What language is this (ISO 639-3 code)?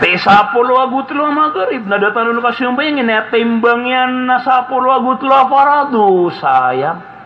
mrw